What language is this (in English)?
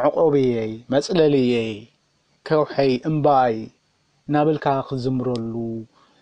Tigrinya